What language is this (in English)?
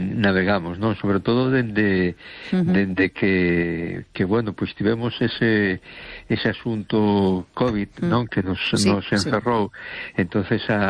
Galician